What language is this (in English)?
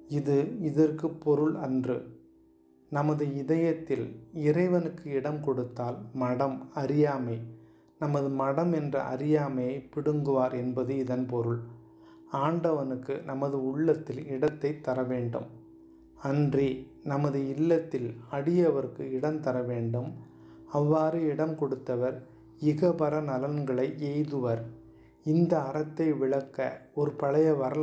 Tamil